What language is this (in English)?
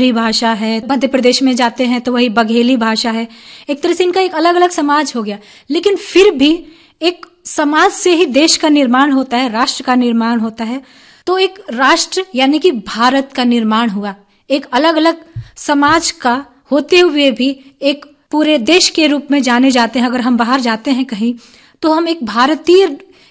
Hindi